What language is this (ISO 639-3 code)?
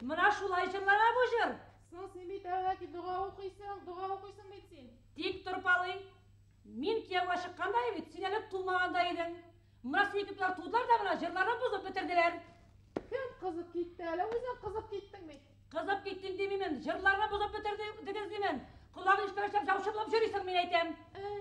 bak